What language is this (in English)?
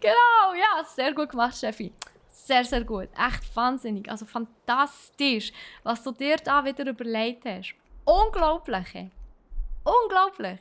Swiss German